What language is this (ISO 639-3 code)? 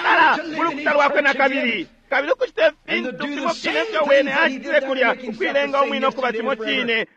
bem